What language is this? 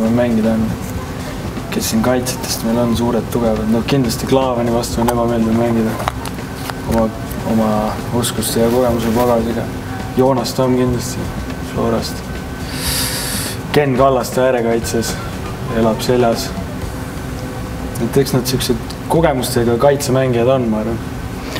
Estonian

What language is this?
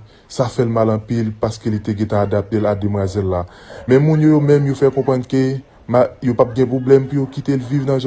Haitian Creole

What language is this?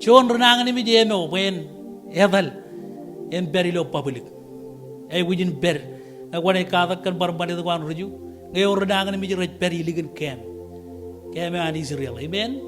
Marshallese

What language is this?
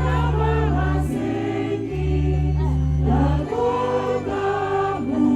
Toraja-Sa'dan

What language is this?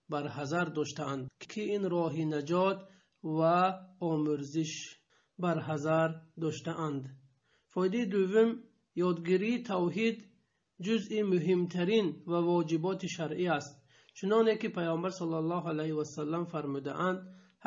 Tajik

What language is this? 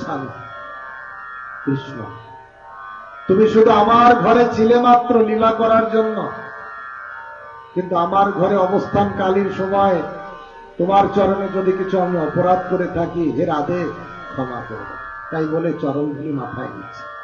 Bangla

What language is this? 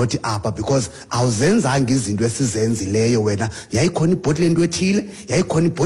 Xhosa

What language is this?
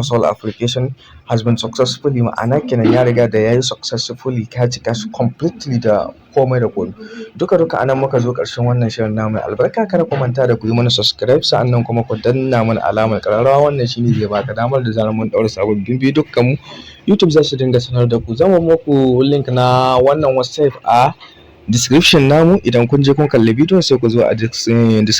Hausa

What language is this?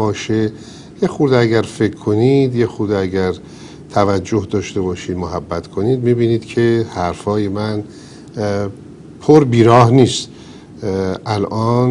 Persian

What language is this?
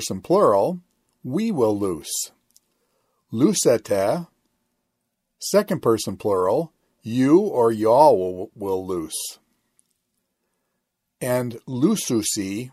English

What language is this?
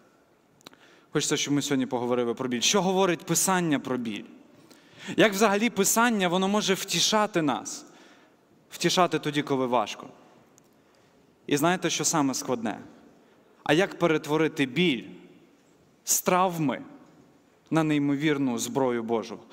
Ukrainian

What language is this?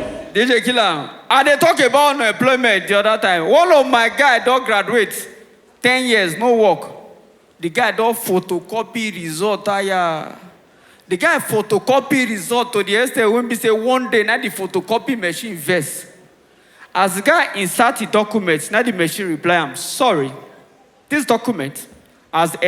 Nigerian Pidgin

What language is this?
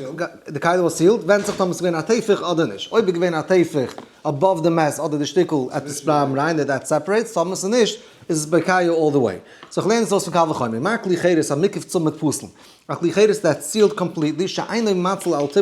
Yiddish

